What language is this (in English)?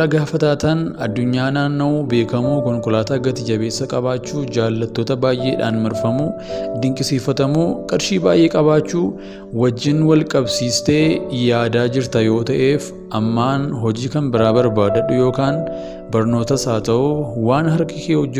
Oromo